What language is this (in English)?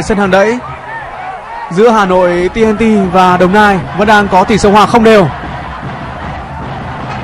Vietnamese